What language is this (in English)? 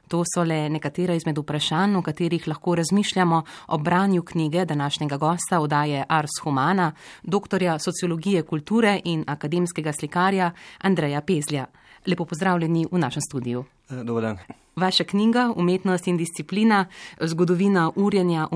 Slovenian